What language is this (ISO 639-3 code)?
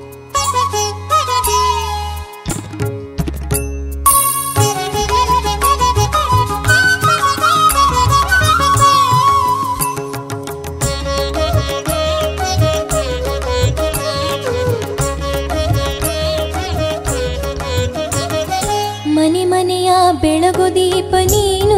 kan